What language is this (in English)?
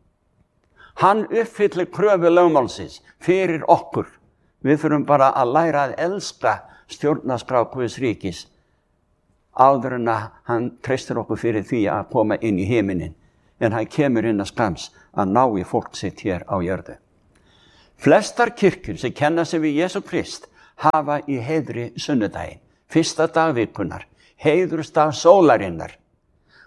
Icelandic